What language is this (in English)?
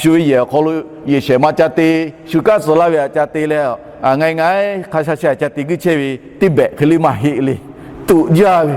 Lahu